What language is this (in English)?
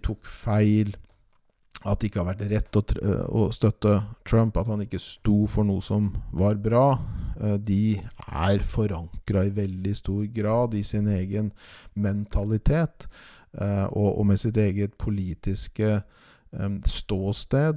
Norwegian